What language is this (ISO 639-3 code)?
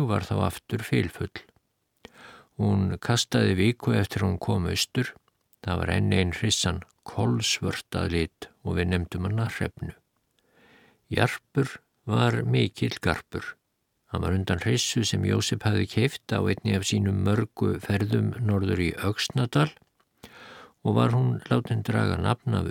isl